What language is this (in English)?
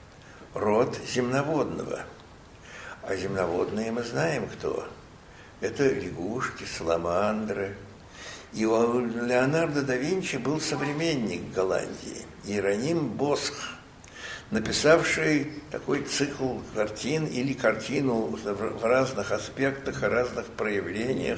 Russian